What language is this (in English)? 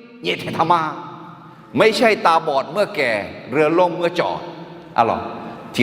Akha